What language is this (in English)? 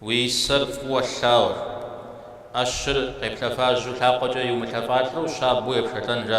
Kabardian